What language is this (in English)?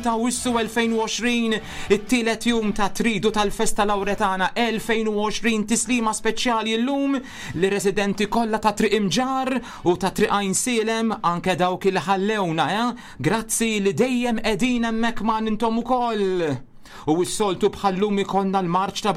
Maltese